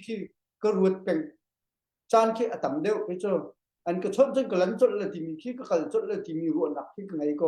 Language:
Hakha Chin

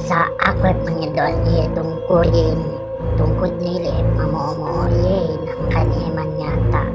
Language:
Yakan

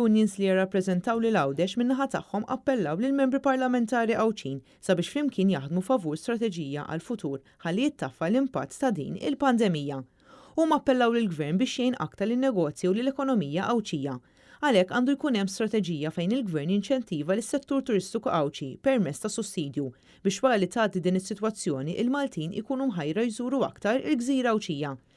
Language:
Maltese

